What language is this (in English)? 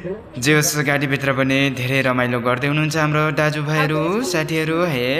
Nepali